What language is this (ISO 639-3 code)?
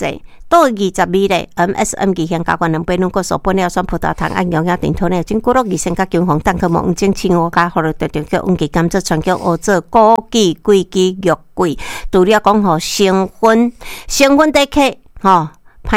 nan